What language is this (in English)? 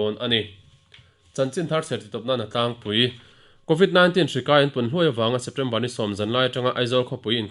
Mizo